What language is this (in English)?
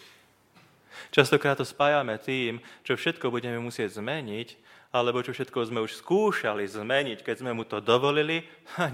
Slovak